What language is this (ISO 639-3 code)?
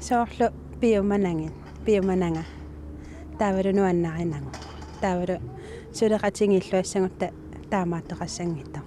kal